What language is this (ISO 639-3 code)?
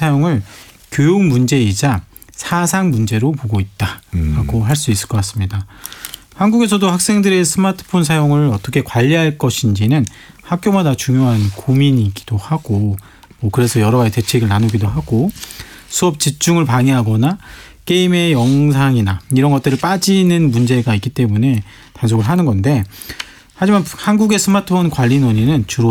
kor